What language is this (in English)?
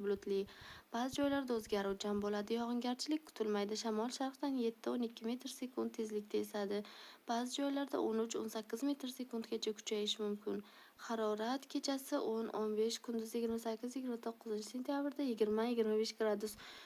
Uzbek